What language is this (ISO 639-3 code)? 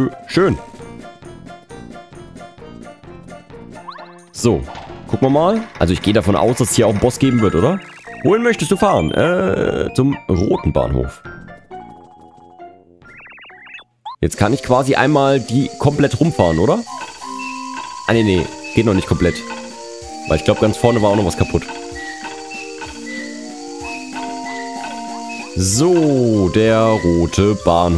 deu